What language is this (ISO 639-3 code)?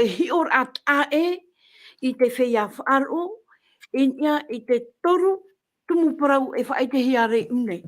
tah